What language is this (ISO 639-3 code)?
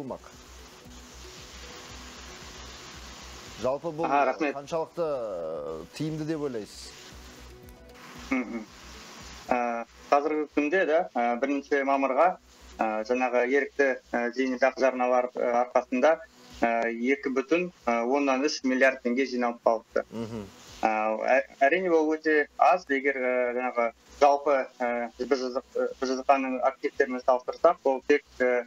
kaz